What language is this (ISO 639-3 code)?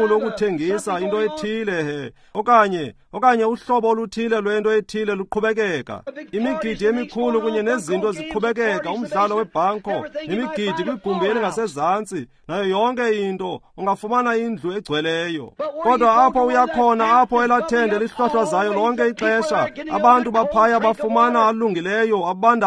xho